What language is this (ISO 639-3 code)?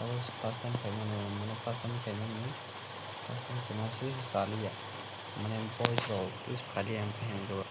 trp